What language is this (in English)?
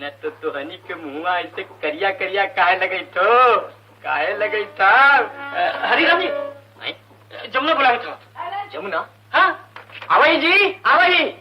Magahi